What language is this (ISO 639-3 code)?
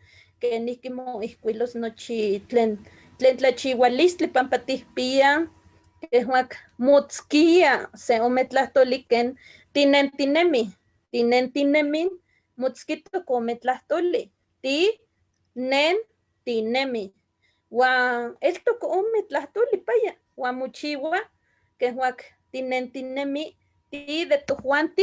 nhe